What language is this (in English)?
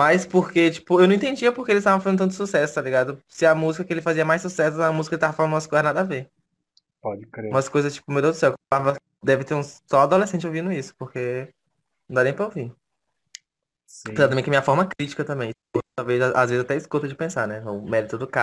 Portuguese